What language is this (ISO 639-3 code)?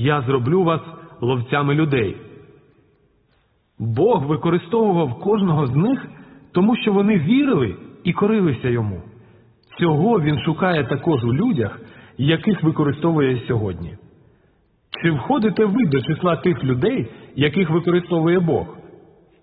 ukr